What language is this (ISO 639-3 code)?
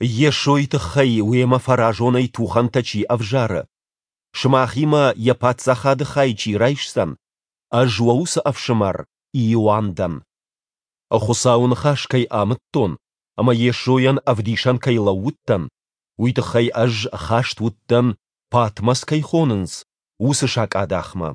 oss